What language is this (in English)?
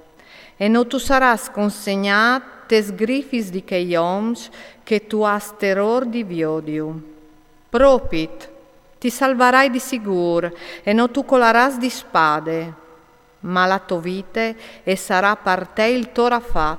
Friulian